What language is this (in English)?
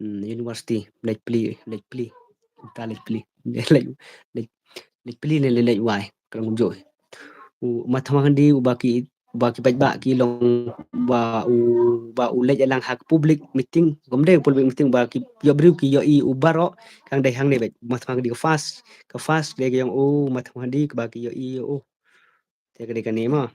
Khasi